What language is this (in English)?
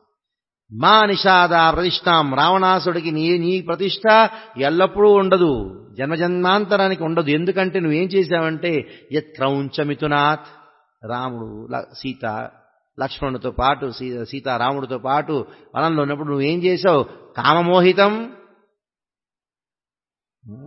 Telugu